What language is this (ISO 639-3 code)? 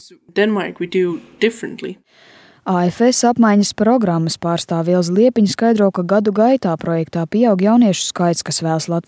lav